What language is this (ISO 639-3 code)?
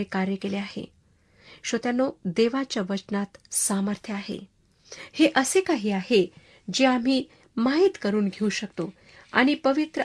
mar